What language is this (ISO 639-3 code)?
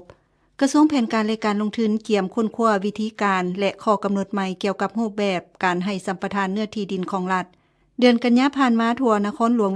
lao